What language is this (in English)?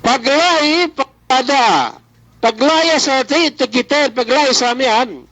Yakan